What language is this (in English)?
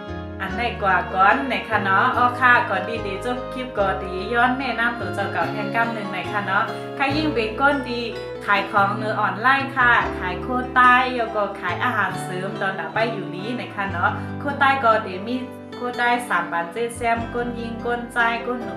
Shan